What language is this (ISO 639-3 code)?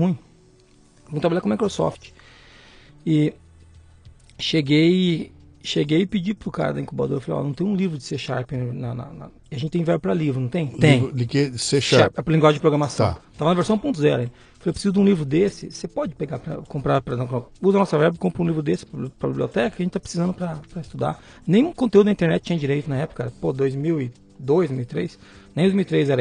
por